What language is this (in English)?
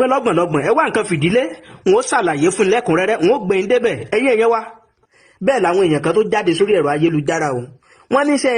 Yoruba